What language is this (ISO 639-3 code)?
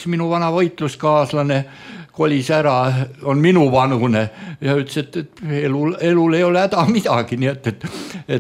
est